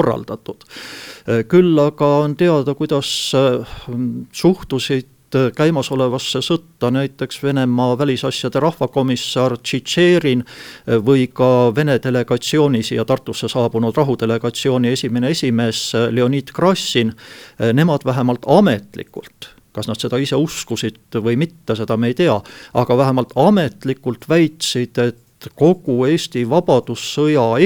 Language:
Estonian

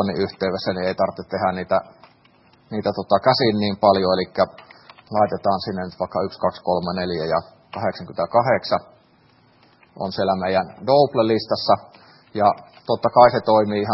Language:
Finnish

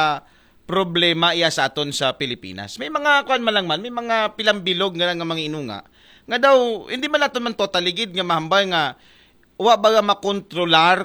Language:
Aklanon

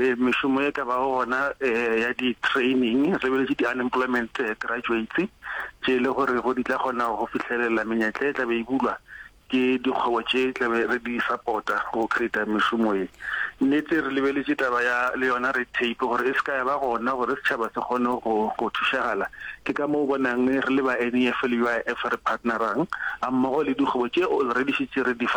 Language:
Northern Sotho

